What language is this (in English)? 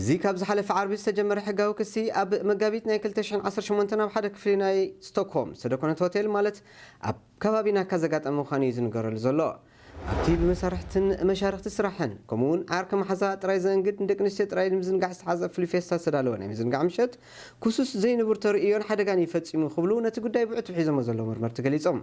Tigrinya